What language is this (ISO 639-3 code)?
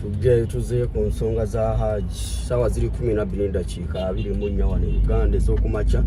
lug